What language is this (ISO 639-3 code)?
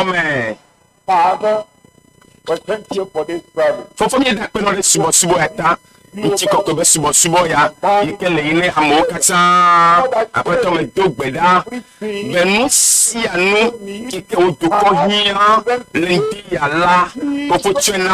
ewe